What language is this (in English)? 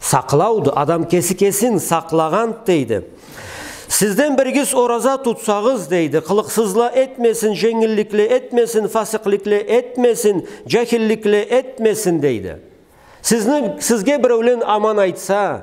Karachay-Balkar